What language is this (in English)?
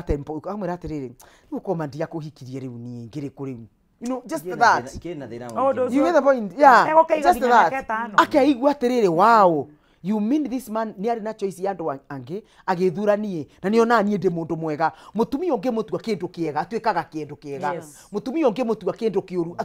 Kikuyu